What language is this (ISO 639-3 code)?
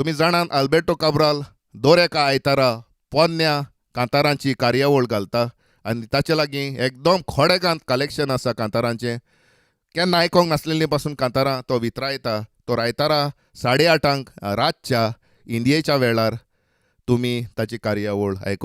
kok